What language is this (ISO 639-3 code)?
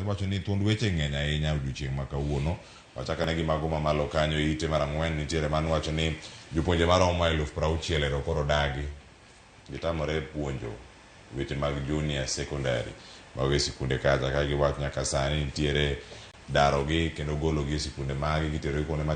luo